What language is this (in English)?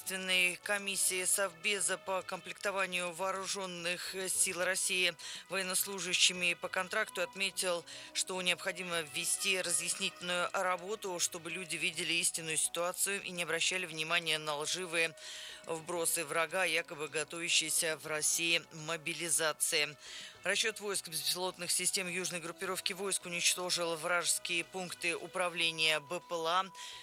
Russian